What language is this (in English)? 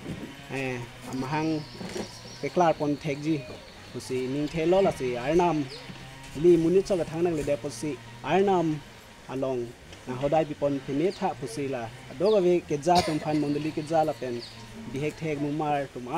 Karbi